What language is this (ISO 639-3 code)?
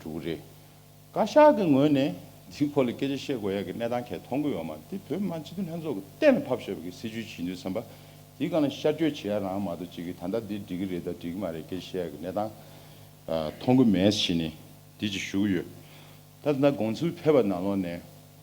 bod